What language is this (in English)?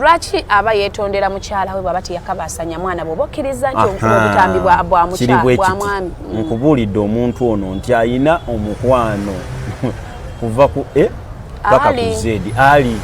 Ganda